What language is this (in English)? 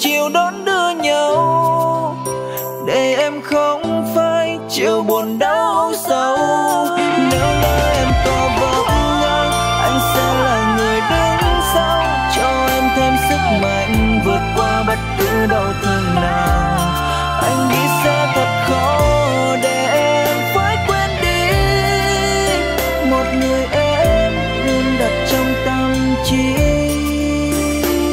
Vietnamese